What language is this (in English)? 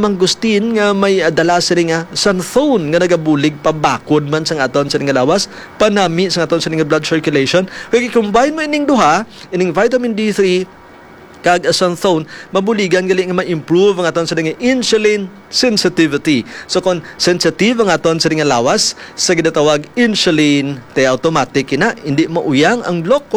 Hiligaynon